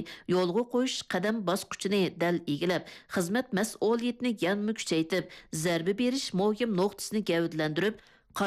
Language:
Uyghur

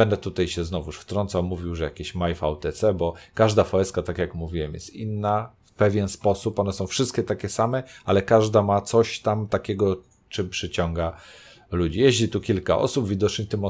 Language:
Polish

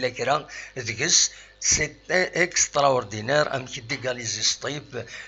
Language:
Kabyle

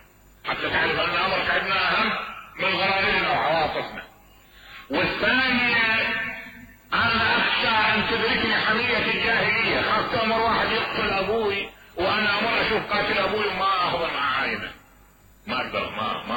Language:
Mesopotamian Arabic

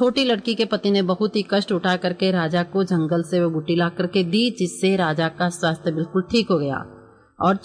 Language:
Hindi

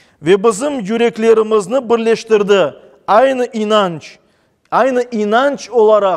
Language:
Crimean Tatar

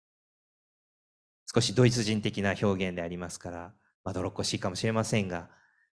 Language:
Japanese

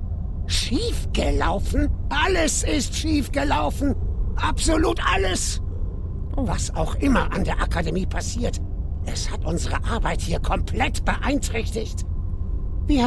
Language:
Swiss German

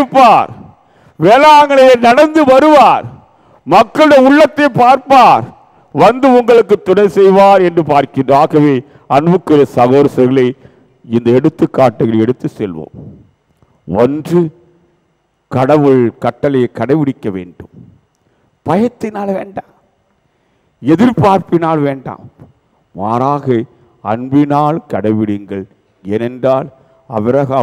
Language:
Tamil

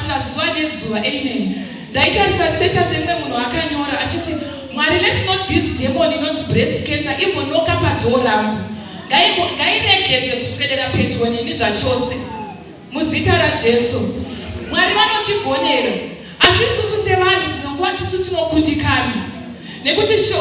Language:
Shona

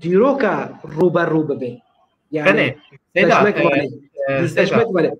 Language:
Zaza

